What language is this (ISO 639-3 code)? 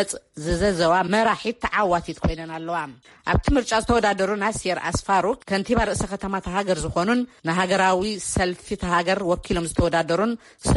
tir